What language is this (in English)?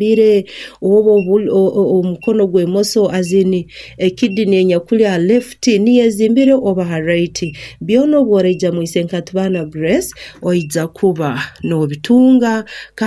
Nyankole